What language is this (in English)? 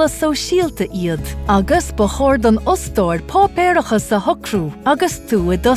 Irish